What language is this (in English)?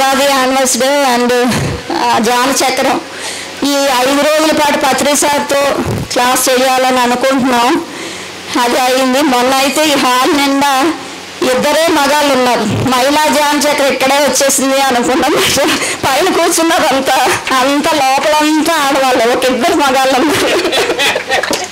Telugu